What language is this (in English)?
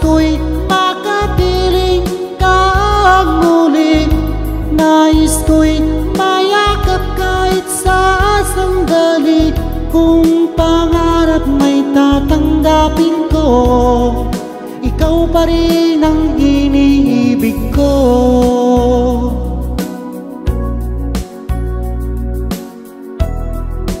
Filipino